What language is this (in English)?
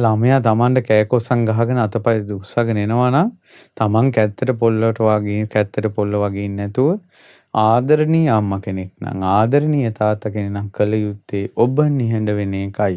Sinhala